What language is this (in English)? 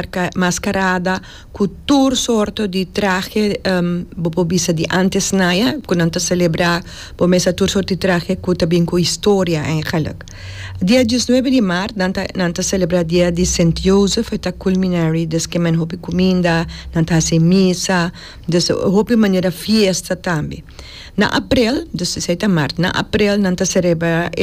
Papiamento